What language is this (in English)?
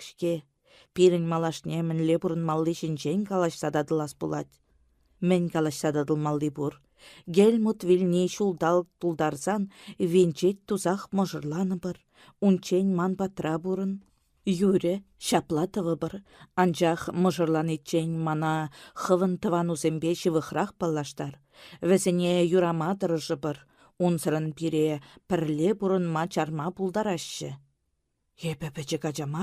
Chuvash